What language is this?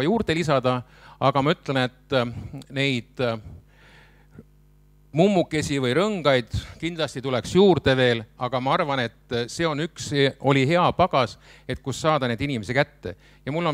Estonian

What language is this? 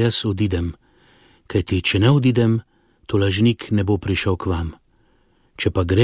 Slovenian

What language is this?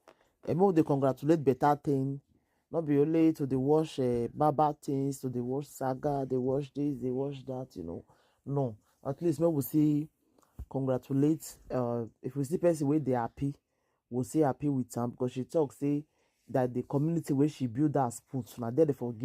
Nigerian Pidgin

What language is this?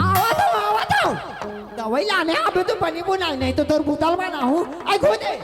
Chhattisgarhi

